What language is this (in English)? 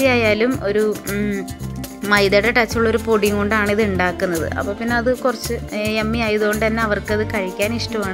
Malayalam